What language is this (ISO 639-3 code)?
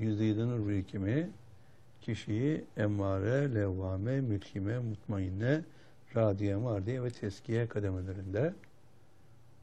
tur